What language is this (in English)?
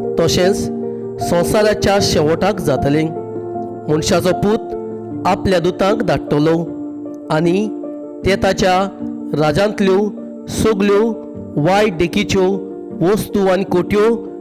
Konkani